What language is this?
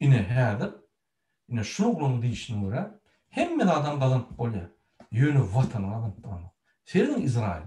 Turkmen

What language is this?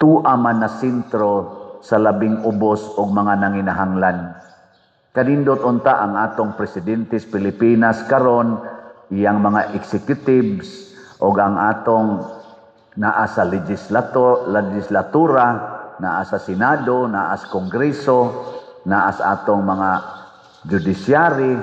Cebuano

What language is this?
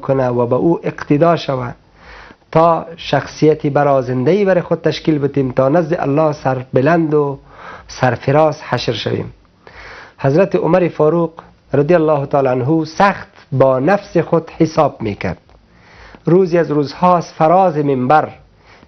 Persian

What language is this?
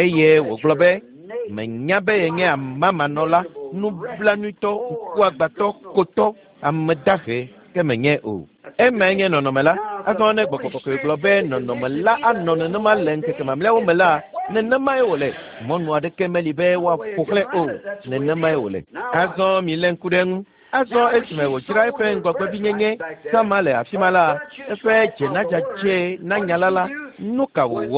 Ewe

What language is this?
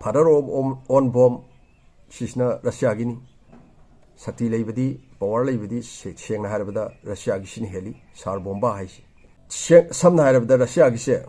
Manipuri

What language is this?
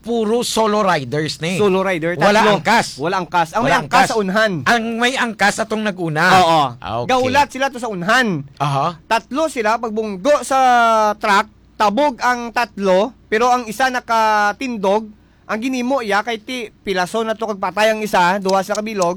Hiligaynon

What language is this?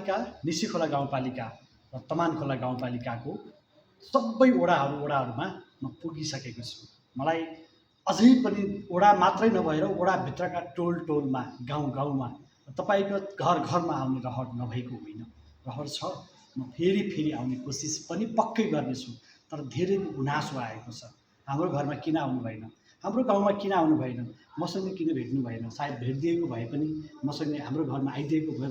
Nepali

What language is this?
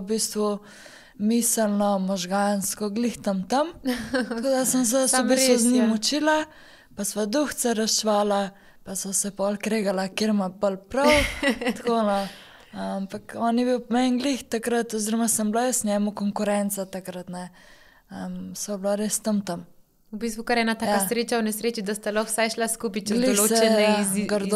Slovenian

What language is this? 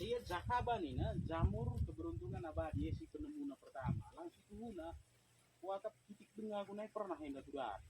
Batak Karo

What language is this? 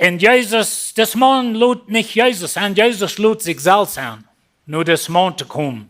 Plautdietsch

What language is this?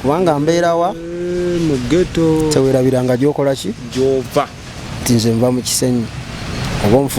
Ganda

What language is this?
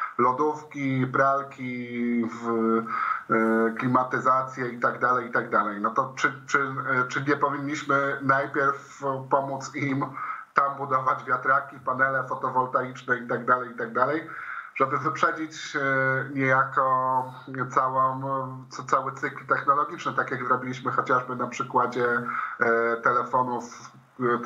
Polish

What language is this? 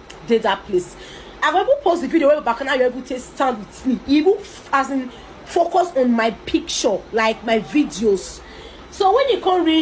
Nigerian Pidgin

